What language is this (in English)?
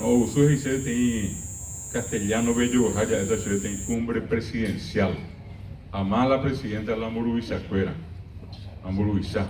Guarani